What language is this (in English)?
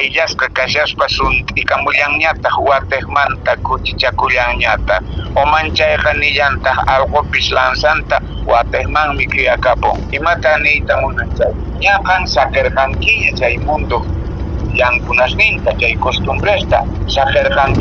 Quechua